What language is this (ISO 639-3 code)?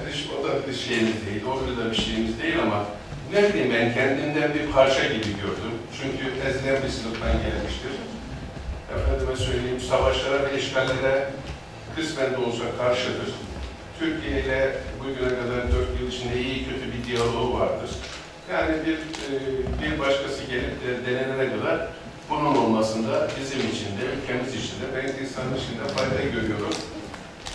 tur